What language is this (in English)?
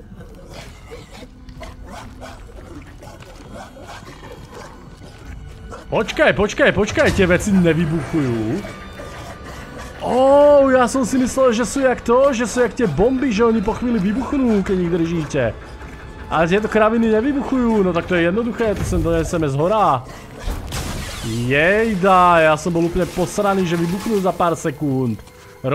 Slovak